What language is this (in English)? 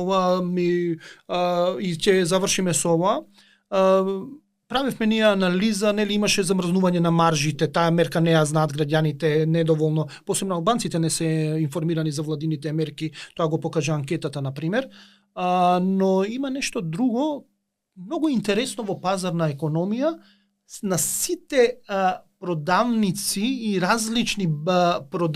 Macedonian